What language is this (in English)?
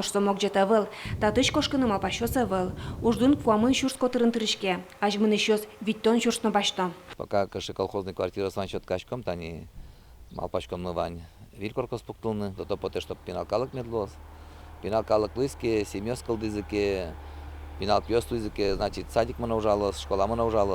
Udmurt